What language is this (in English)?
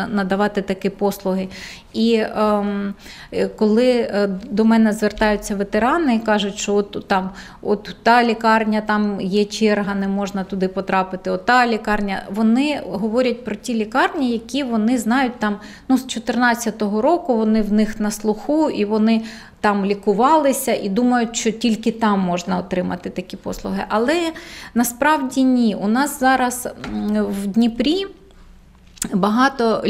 Ukrainian